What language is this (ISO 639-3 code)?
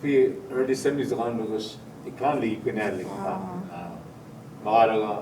cho